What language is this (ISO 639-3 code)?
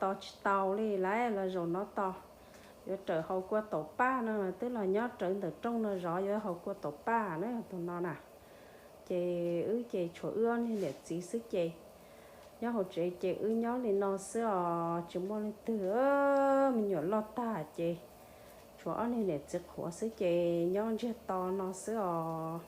hmn